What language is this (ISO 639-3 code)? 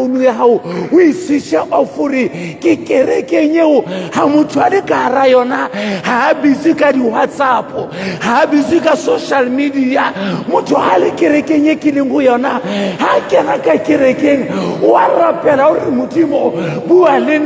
sot